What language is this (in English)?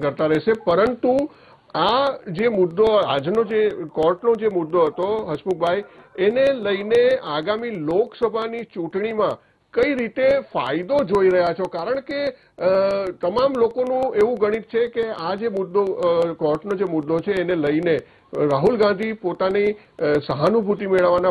Gujarati